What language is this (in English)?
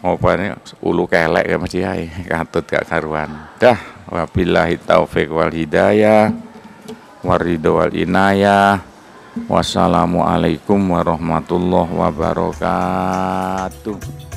Javanese